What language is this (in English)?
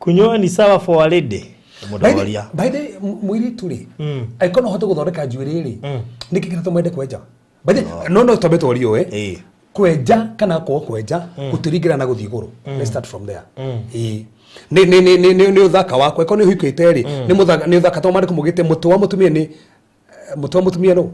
Kikuyu